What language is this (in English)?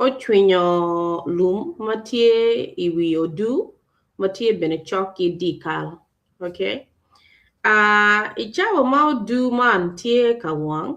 Acoli